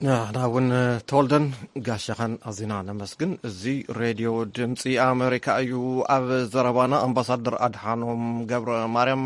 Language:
Tigrinya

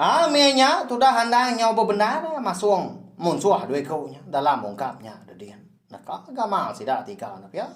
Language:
Iban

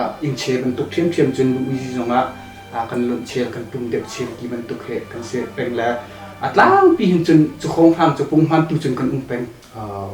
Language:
Hakha Chin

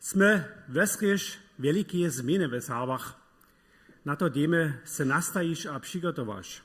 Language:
Upper Sorbian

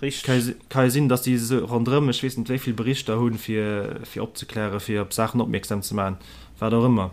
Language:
Luxembourgish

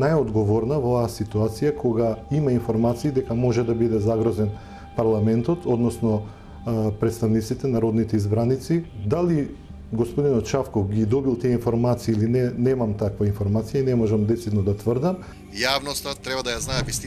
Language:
Macedonian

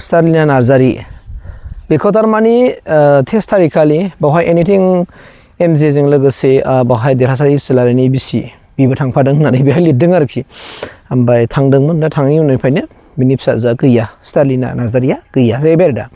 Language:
Bodo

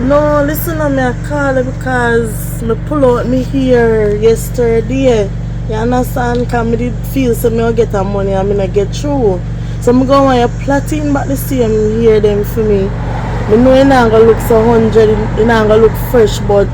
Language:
Jamaican Creole English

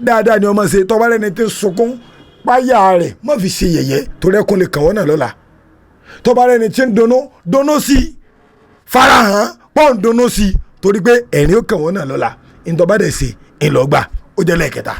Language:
Yoruba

